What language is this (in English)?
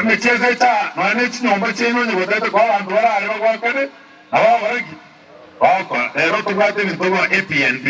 Gusii